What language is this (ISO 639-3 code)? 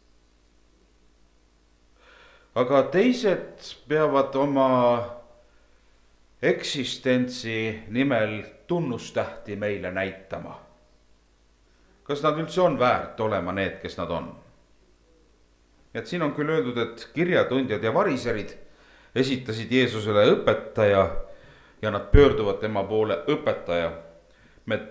est